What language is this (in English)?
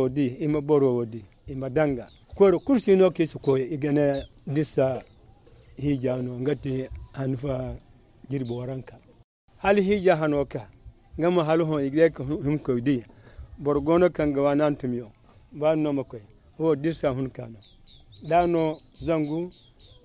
Zarma